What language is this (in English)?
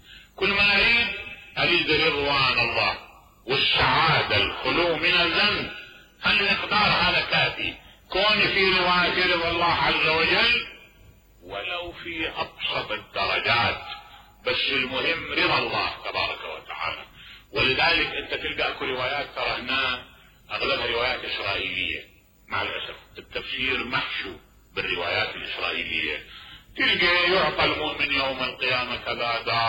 Mesopotamian Arabic